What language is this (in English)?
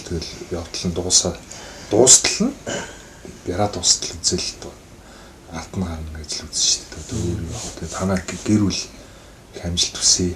Mongolian